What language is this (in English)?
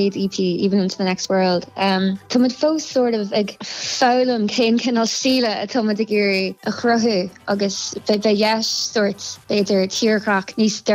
Irish